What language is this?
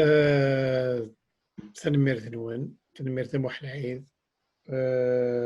Kabyle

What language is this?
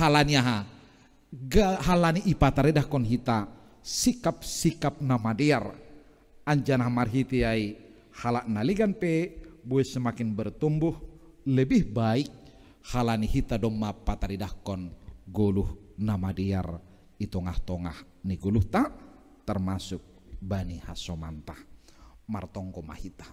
Batak Simalungun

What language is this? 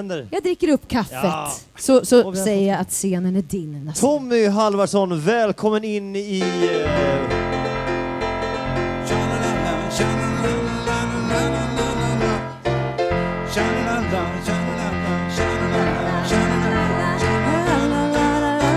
Swedish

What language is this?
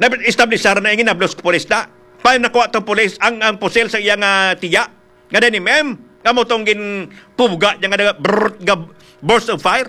Hiligaynon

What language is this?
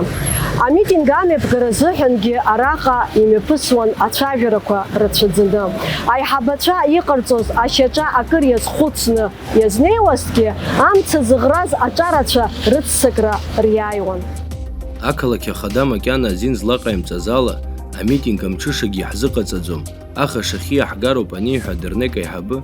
Abkhazian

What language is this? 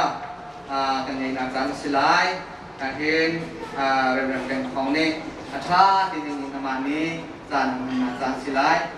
Hakha Chin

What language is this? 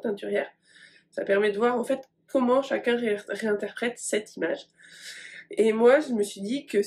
French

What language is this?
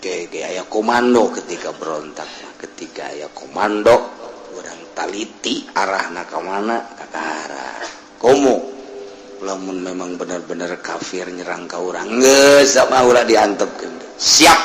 Sundanese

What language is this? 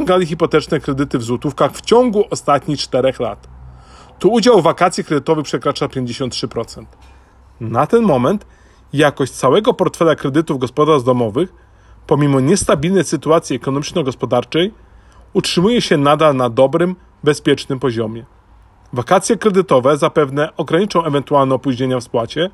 Polish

